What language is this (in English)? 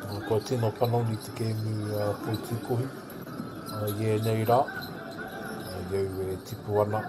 Māori